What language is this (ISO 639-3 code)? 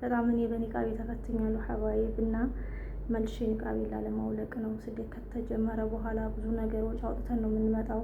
amh